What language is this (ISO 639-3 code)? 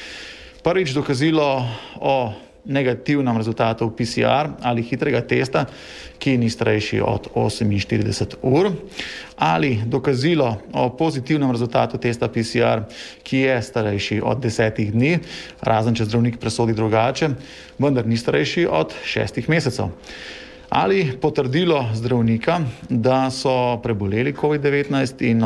slv